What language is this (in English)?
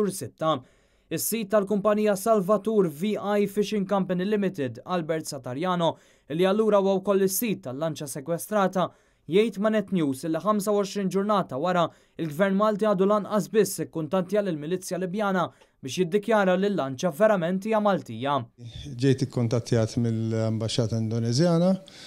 Maltese